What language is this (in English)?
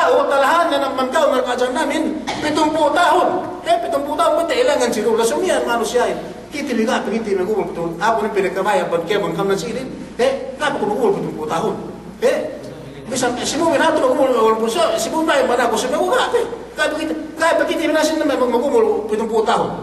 Yakan